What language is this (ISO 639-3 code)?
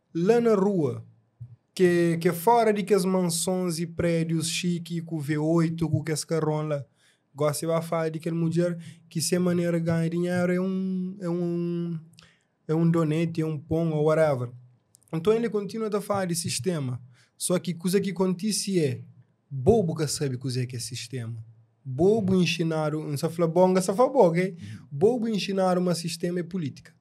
kea